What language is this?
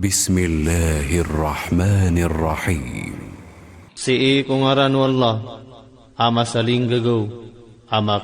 Maranao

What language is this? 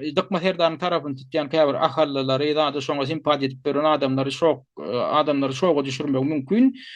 Turkmen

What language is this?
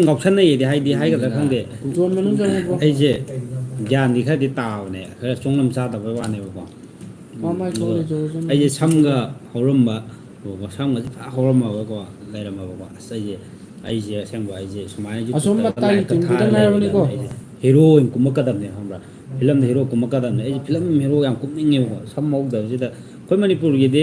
Manipuri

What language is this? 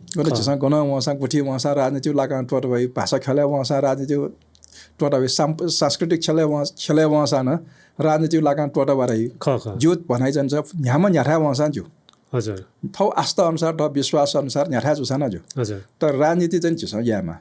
Newari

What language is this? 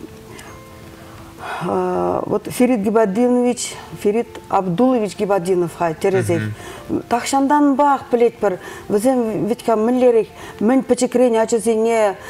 Chuvash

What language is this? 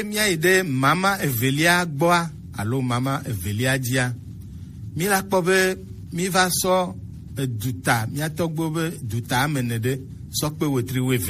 Gen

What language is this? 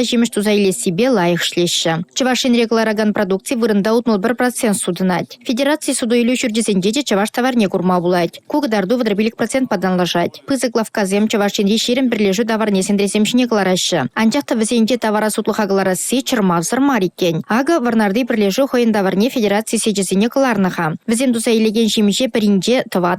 Chuvash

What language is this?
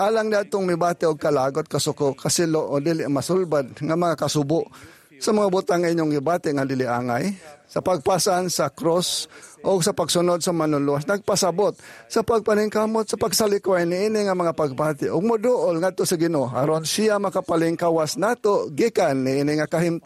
Cebuano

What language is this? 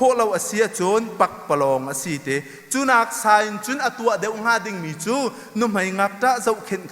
Hakha Chin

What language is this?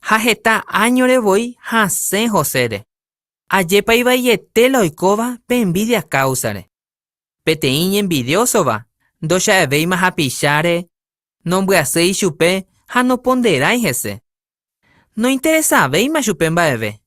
Guarani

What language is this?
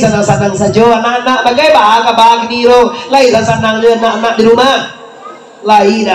Minangkabau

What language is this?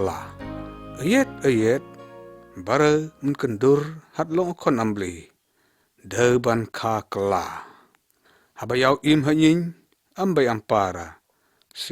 Lyngngam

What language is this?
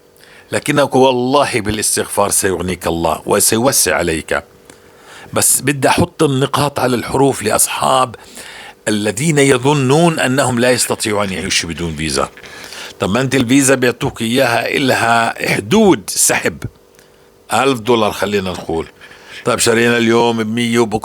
North Levantine Arabic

